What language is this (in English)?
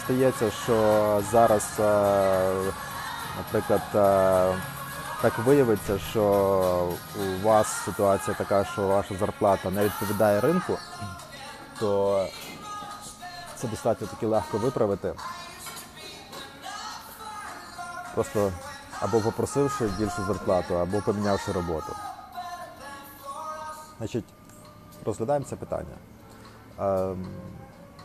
Ukrainian